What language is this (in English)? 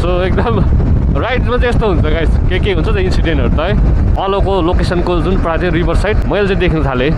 Nepali